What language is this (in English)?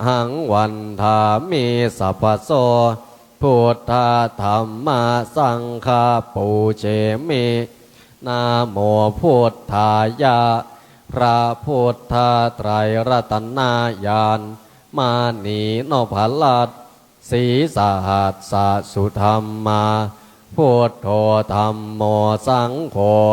Pali